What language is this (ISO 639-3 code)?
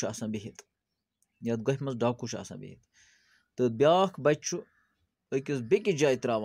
kas